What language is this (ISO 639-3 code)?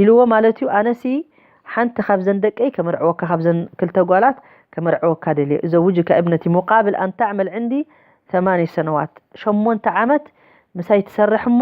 tir